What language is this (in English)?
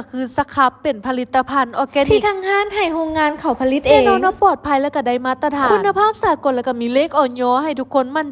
Lao